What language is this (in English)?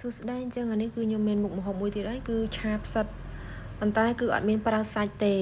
Khmer